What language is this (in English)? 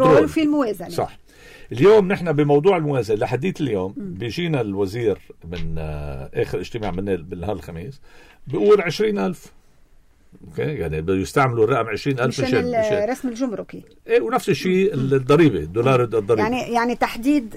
North Levantine Arabic